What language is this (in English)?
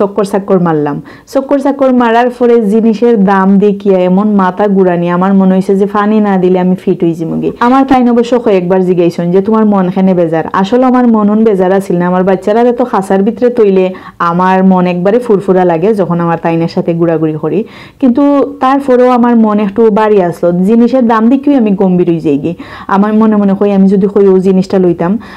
Sylheti